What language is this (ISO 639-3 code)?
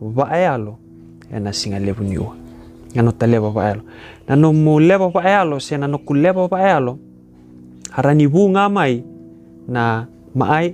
fij